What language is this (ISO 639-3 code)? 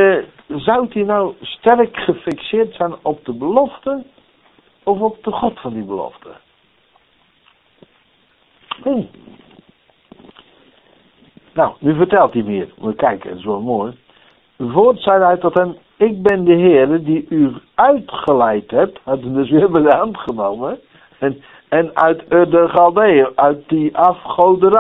nld